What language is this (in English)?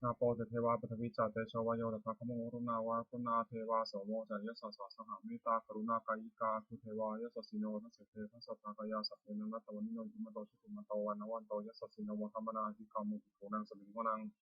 Pali